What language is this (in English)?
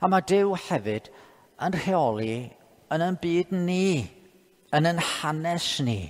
Welsh